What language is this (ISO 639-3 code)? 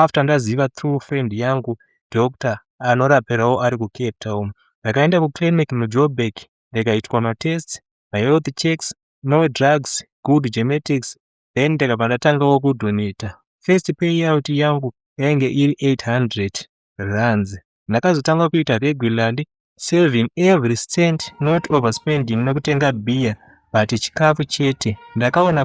sna